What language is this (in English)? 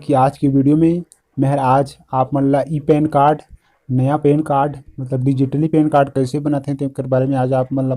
Chhattisgarhi